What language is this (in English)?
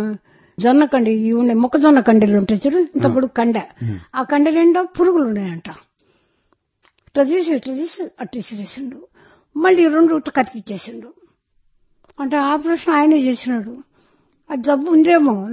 Telugu